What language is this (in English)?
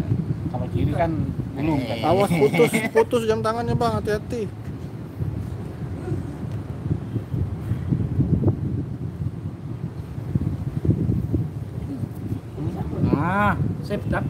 Indonesian